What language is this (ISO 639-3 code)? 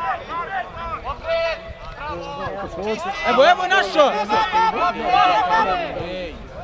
srp